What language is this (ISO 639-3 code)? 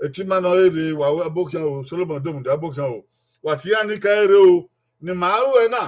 bin